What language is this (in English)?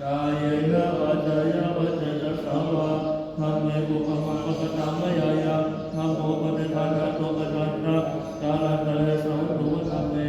Pali